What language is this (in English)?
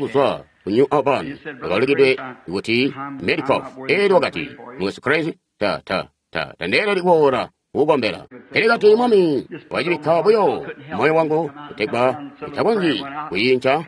Tonga (Zambia)